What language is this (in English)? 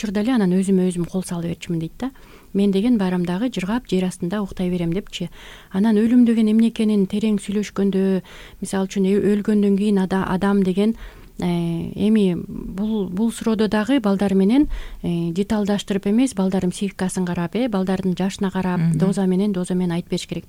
Kyrgyz